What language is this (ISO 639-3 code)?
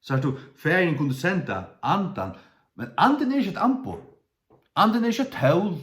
fao